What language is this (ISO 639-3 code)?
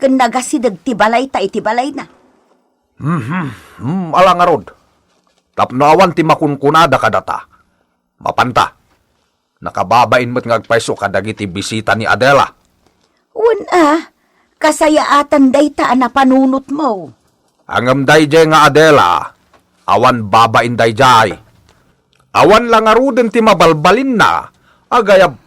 ilo